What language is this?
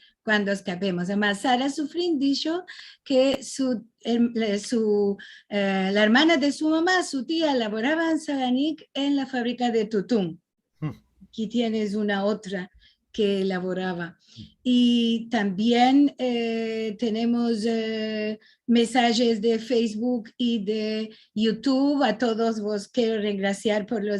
Ladino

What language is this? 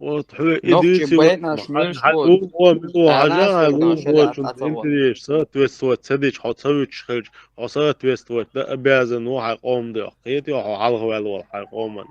Chechen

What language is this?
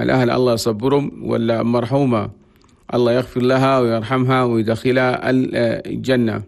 Chadian Arabic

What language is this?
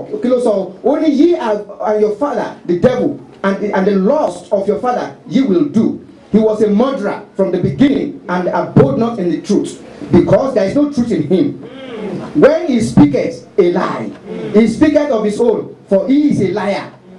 Yoruba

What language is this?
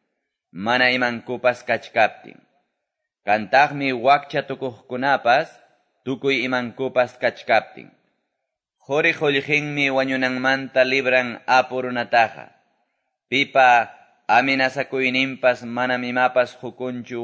Quechua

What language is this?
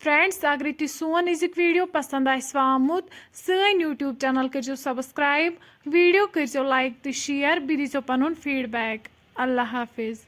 Kashmiri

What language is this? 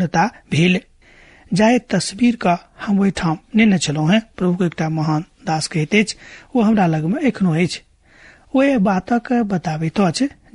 Maithili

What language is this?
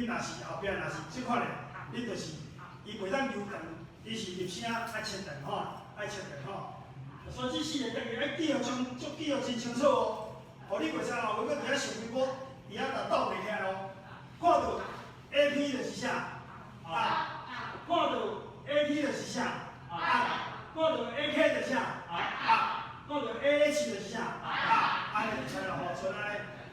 Min Nan Chinese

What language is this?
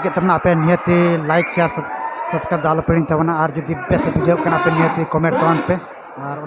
Santali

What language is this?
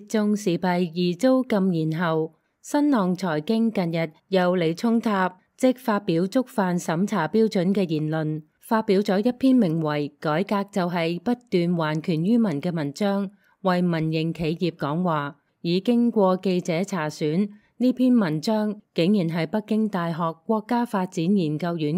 Cantonese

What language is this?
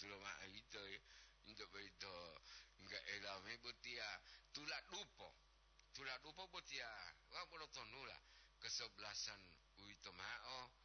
Gorontalo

